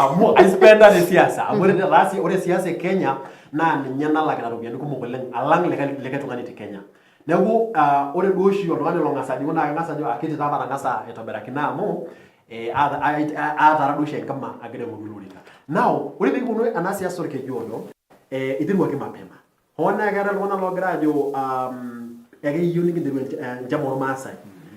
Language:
Masai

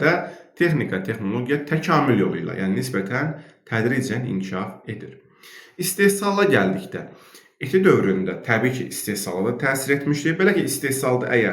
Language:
Azerbaijani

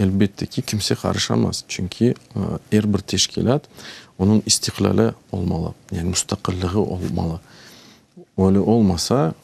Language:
Crimean Tatar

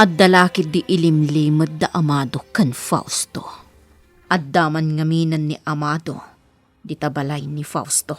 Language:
Iloko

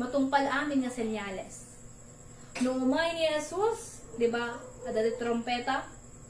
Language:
Iloko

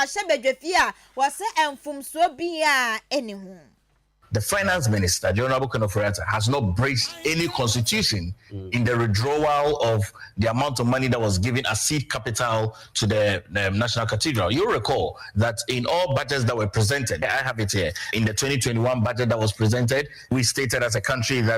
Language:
Akan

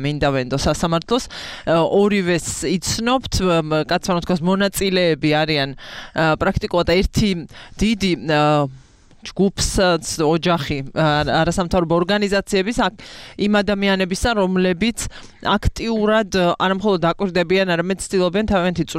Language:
Georgian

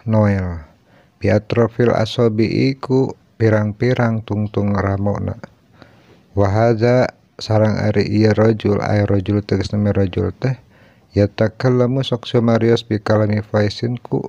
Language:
Sundanese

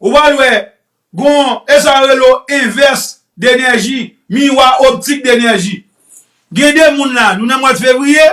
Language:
Haitian Creole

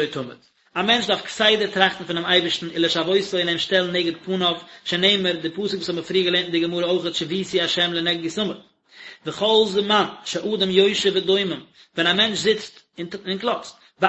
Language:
Yiddish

